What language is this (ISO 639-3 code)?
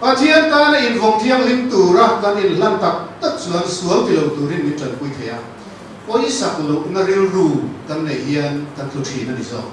lus